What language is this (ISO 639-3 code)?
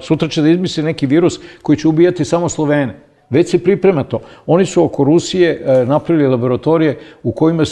srp